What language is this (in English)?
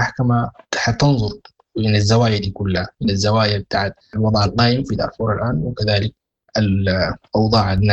Sudanese Arabic